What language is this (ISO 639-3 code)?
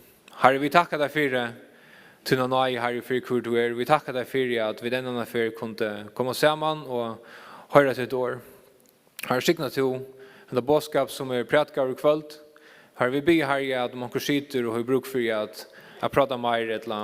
fao